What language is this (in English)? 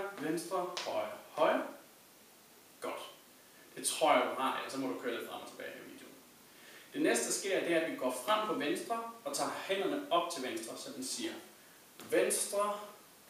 Danish